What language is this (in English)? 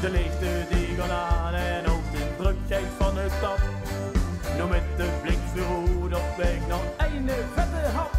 Limburgish